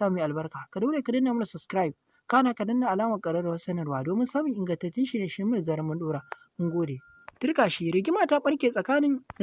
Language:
Hausa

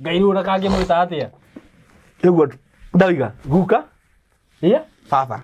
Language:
Kikuyu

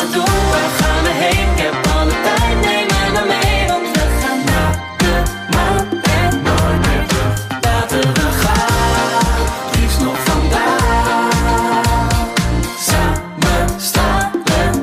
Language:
Dutch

